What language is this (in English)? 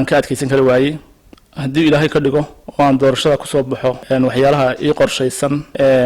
Somali